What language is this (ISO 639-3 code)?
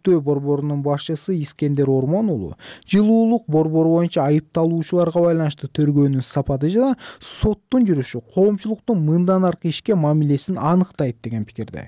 kir